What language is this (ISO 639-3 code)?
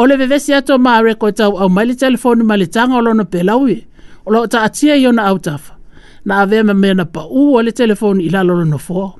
smo